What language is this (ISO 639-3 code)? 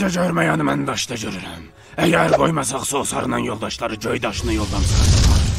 azb